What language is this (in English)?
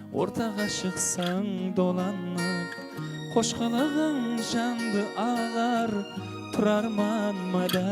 Kara-Kalpak